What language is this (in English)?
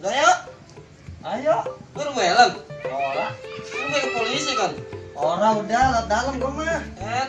Betawi